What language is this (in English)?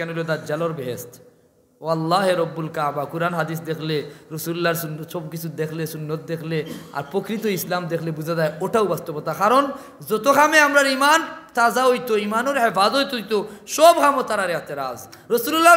Sylheti